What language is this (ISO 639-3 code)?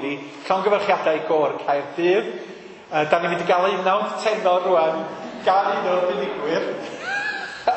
cym